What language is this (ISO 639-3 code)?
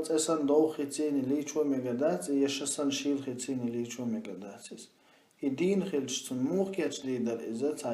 che